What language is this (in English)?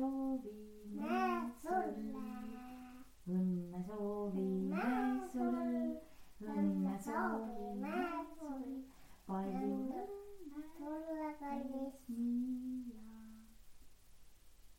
Estonian